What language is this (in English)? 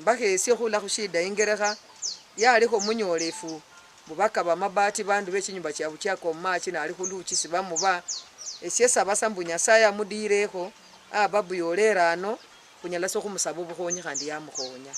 Luyia